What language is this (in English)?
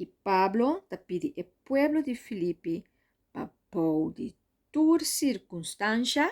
Papiamento